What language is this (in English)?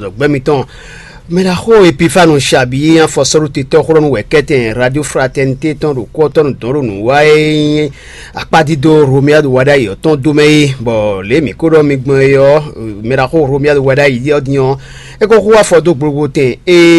Fon